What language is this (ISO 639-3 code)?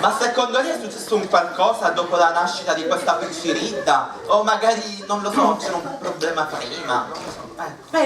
scn